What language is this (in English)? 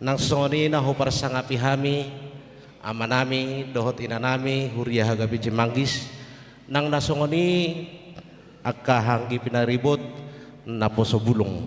Batak Toba